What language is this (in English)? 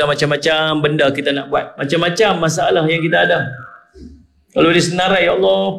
Malay